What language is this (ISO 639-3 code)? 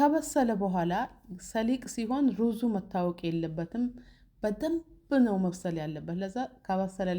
amh